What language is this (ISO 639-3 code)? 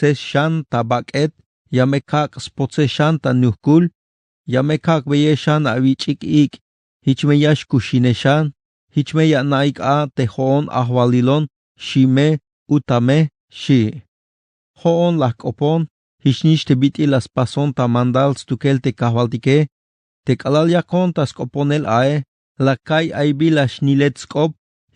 tzh